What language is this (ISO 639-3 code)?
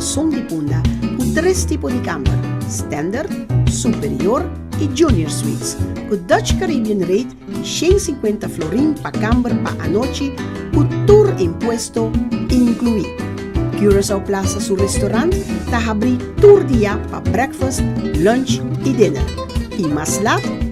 pap